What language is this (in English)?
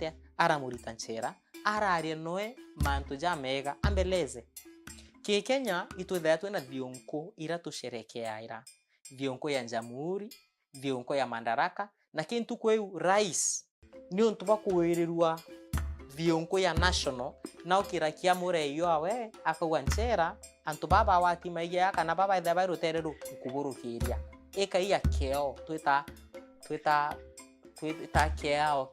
Meru